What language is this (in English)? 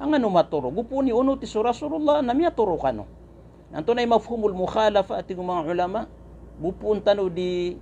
Maranao